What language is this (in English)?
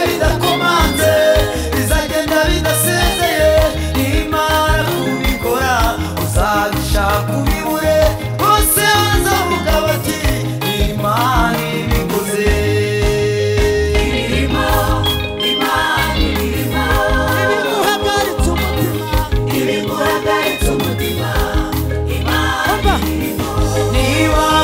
Kinyarwanda